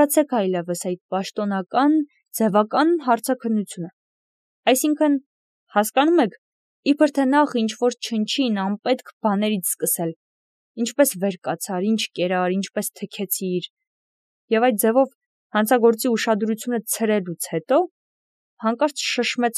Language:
Armenian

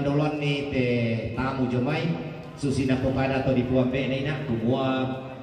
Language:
Toraja-Sa'dan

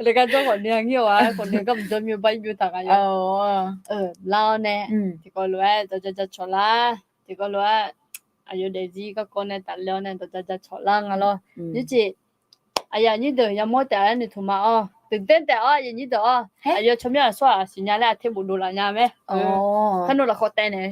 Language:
Akha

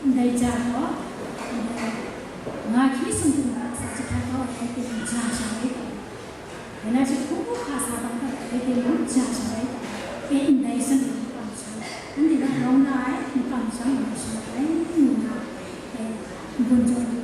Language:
Kachin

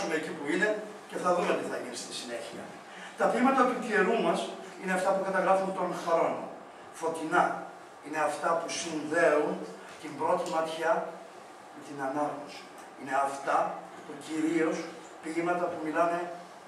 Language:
Greek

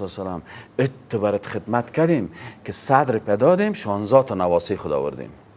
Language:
Persian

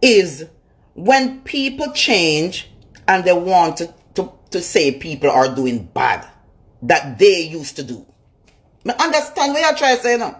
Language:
Jamaican Creole English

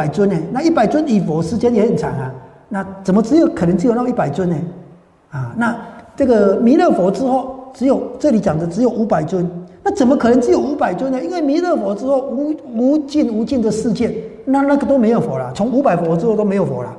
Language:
Chinese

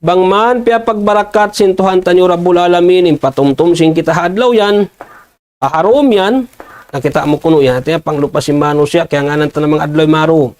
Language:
Tausug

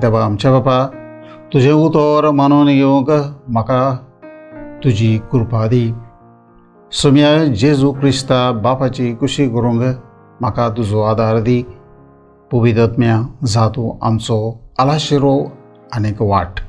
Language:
Konkani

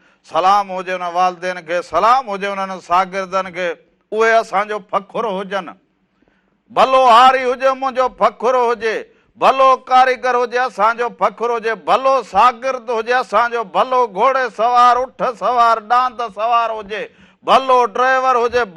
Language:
Sindhi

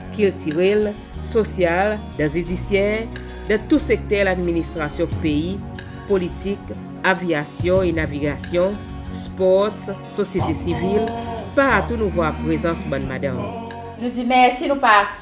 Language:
Seselwa Creole French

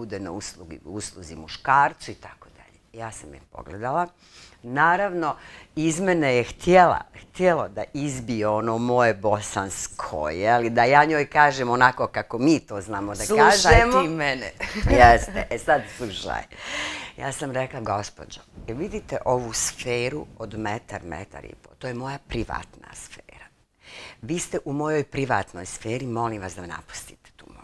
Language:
Bosnian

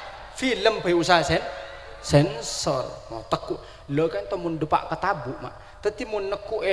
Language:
Madurese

